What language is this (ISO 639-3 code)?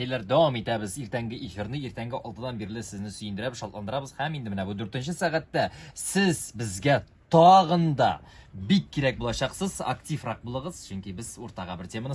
tat